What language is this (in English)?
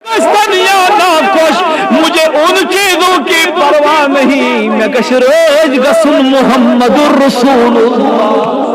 Kashmiri